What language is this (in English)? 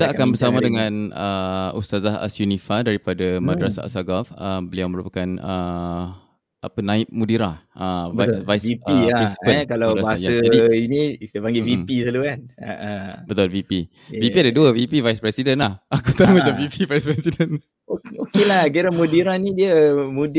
Malay